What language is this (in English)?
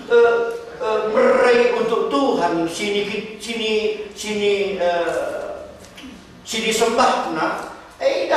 Batak Karo